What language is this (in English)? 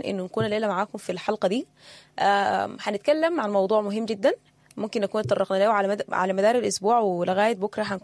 Sudanese Arabic